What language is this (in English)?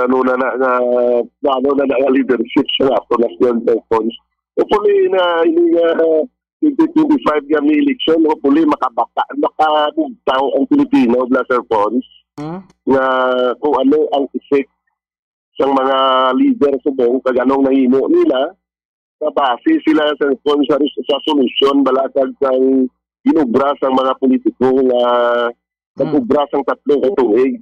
Hiligaynon